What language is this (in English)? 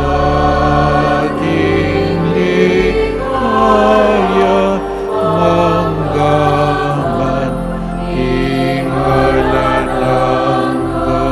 Pampanga